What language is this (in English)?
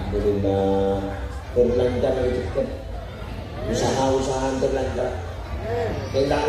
Madurese